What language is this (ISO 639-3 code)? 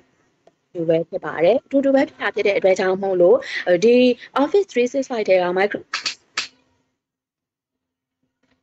mya